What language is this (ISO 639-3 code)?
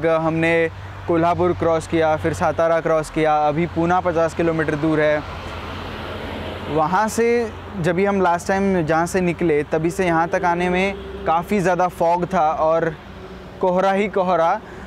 hin